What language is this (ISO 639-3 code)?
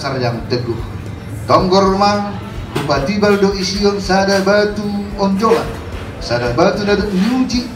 bts